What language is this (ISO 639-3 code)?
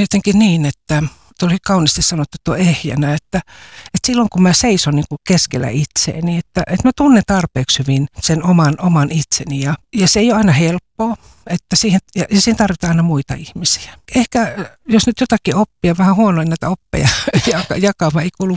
fin